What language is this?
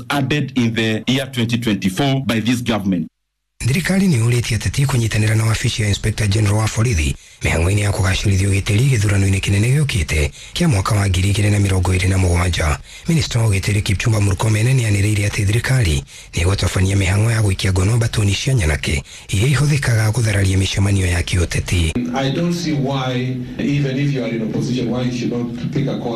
Kikuyu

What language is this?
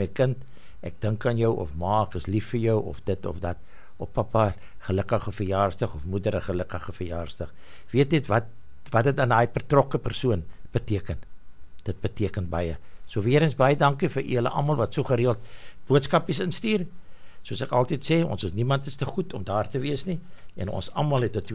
Afrikaans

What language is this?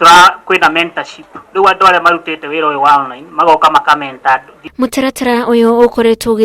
Kikuyu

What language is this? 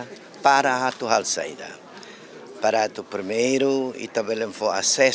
Tetum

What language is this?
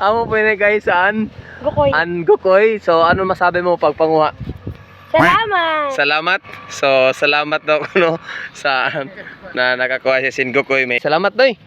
Cebuano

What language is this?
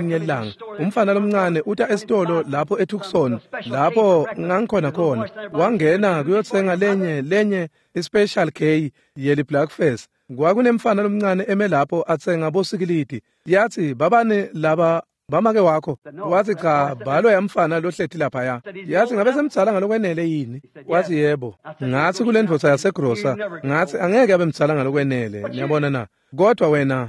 Swati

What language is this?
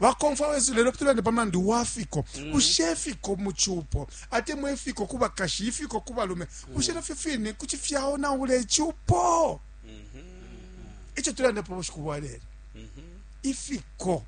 Bemba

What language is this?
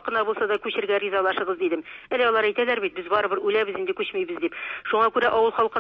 Tatar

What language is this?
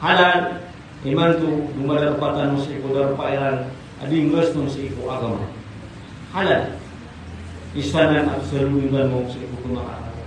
Maranao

